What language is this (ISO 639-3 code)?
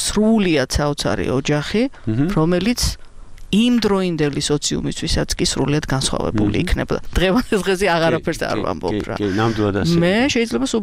kat